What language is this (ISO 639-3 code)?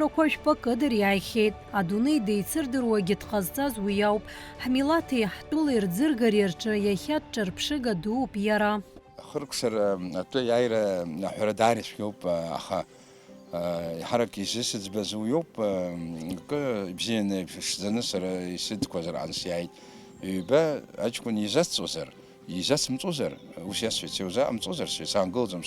abk